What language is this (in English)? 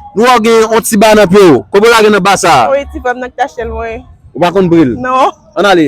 Haitian Creole